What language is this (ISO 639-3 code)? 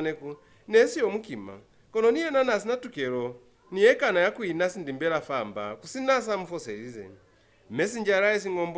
loz